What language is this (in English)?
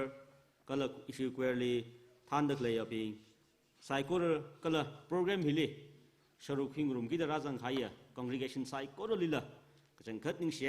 Tangkhul Naga (India)